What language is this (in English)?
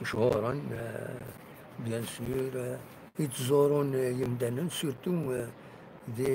Kabyle